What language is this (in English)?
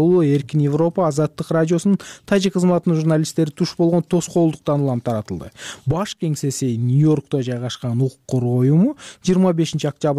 Kyrgyz